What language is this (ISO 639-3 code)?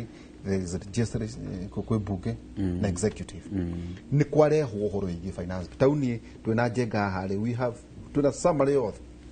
kik